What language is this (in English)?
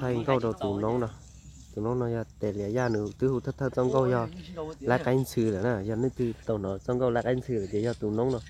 Hmong